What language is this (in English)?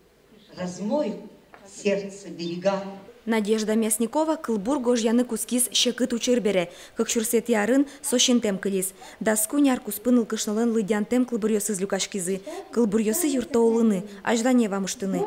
Udmurt